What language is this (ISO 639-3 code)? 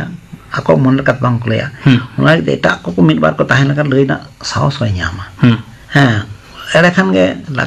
sat